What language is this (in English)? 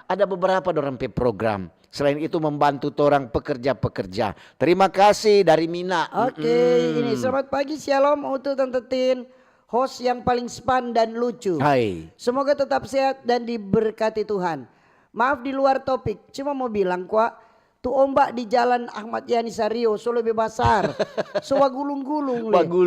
Manado Malay